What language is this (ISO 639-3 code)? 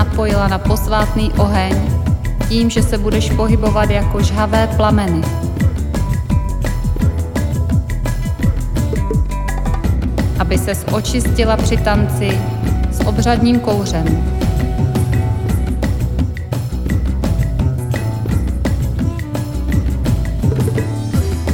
ces